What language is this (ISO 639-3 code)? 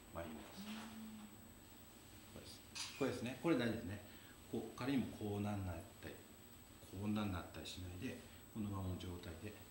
jpn